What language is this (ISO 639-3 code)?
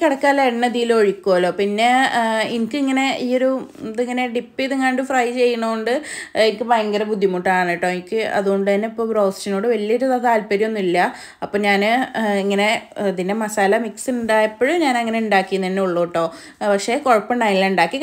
mal